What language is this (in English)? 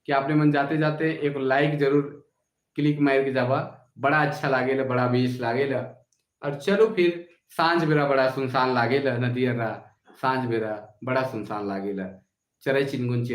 Sadri